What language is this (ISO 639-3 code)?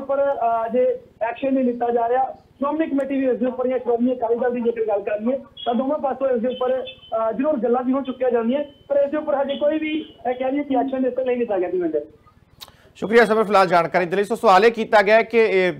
pan